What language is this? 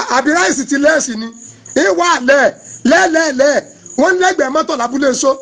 Yoruba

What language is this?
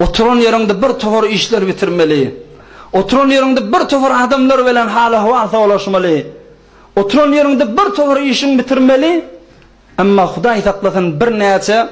Turkmen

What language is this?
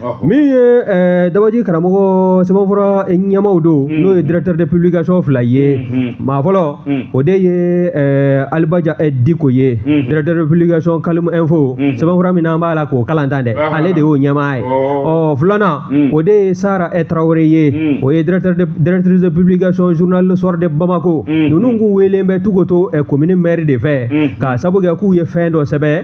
Bambara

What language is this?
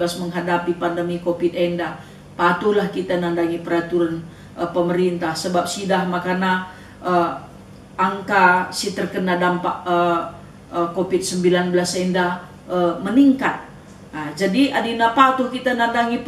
Batak Karo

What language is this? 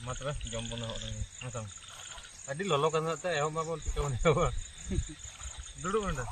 Santali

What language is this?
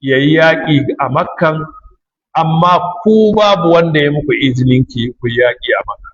Hausa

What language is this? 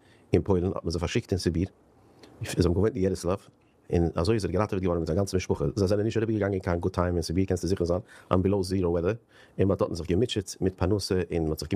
Yiddish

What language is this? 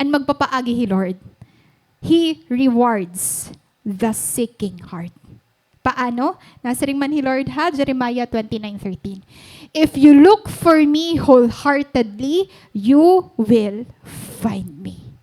Waray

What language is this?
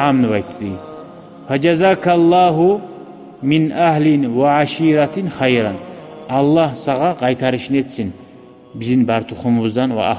Kumyk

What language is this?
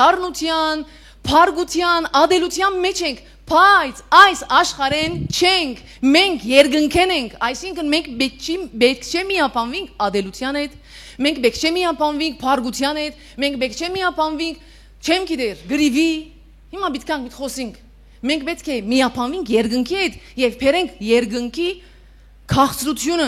Western Armenian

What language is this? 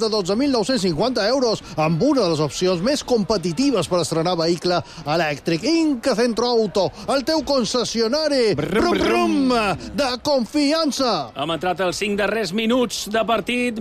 Catalan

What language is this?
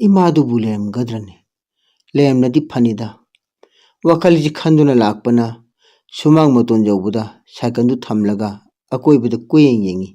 Manipuri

